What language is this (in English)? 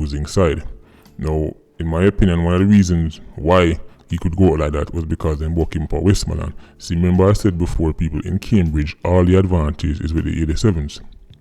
Jamaican Creole English